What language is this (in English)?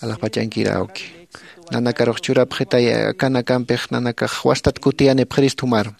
Aymara